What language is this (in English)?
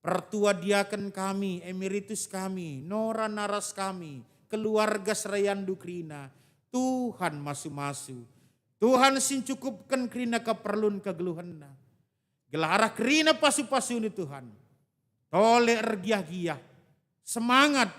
Batak Karo